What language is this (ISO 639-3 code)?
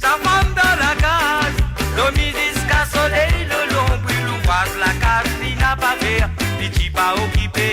mfe